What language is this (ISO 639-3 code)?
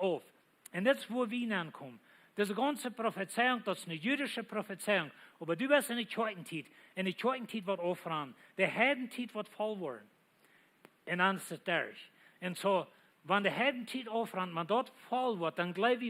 pdt